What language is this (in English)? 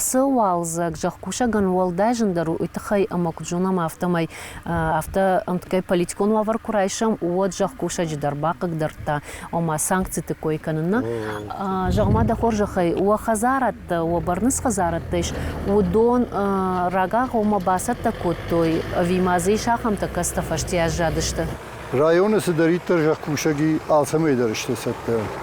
Ossetic